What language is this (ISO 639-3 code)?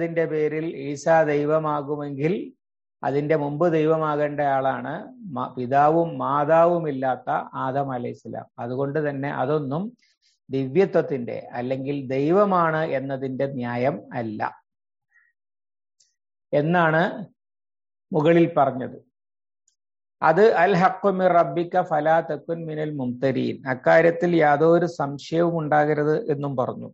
mal